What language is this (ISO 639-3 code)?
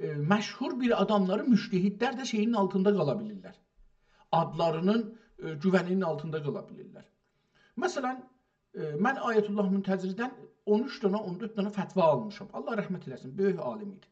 azb